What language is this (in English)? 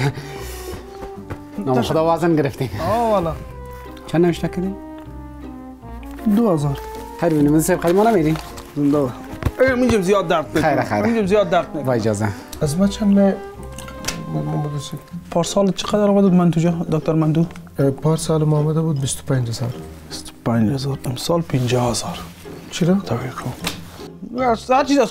Persian